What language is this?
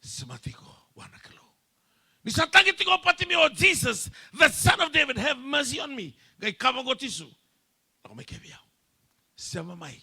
Fijian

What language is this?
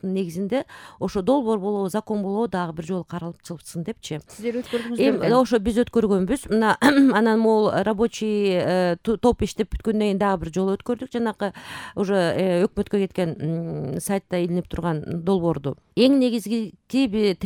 Kyrgyz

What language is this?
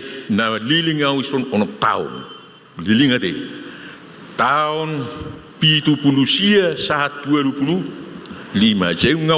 Batak Toba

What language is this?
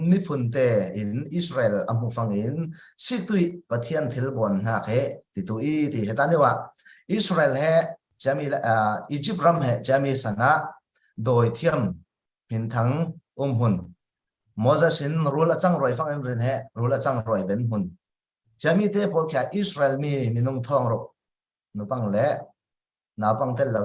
Falam Chin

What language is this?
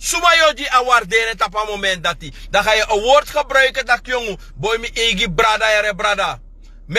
Sranan Tongo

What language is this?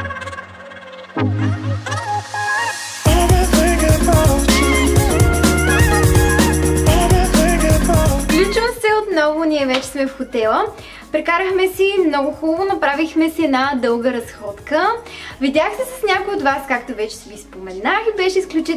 Bulgarian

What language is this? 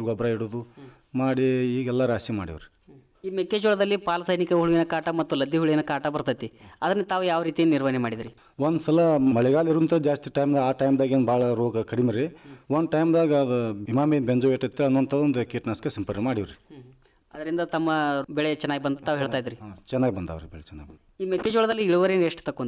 Kannada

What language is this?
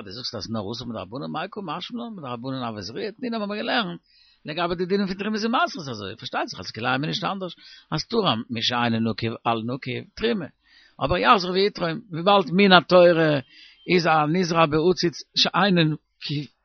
Yiddish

